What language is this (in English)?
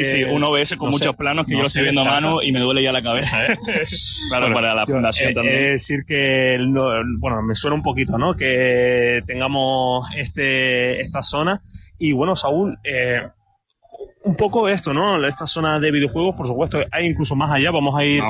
Spanish